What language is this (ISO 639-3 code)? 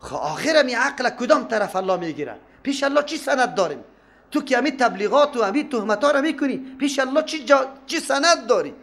fas